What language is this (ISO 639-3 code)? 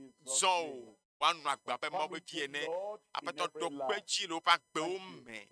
ewe